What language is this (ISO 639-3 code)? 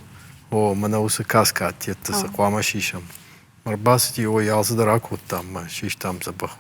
oss